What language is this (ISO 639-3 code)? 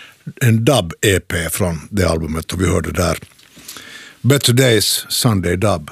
swe